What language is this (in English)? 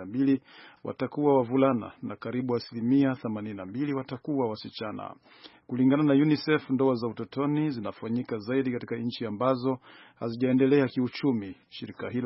Swahili